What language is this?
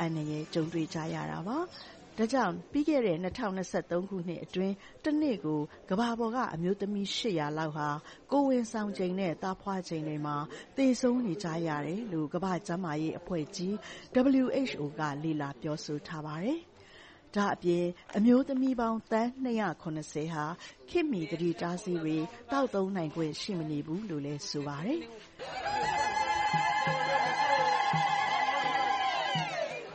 Burmese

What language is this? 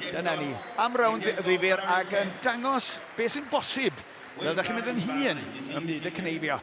Welsh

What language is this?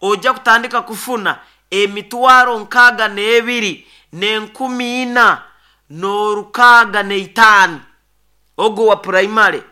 Nyoro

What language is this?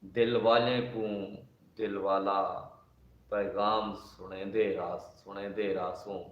Saraiki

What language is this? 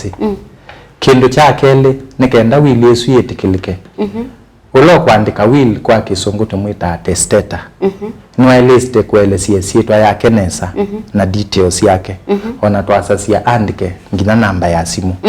Kamba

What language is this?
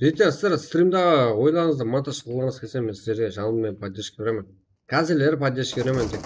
Kara-Kalpak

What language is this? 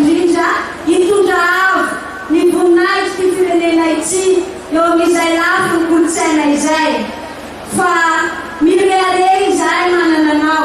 Malagasy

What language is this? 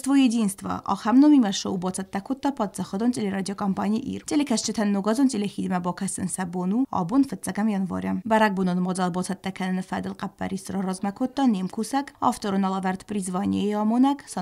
Ossetic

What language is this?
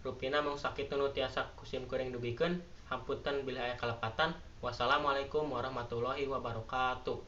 Sundanese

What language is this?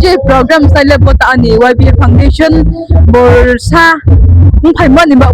Riang (India)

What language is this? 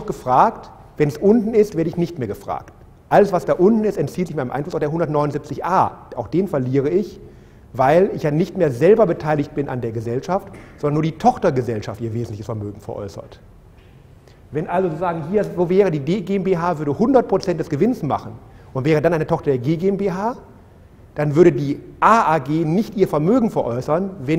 German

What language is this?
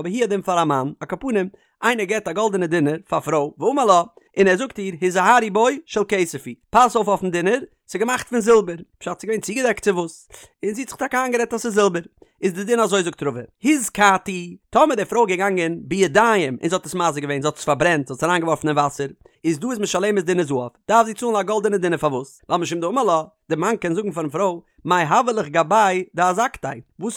Yiddish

